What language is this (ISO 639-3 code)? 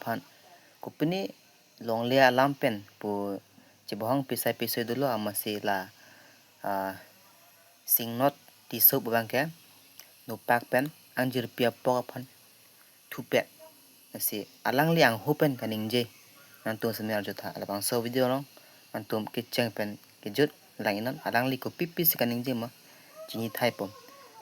mjw